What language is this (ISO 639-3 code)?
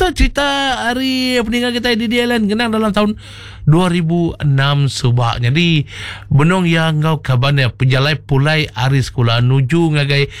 iba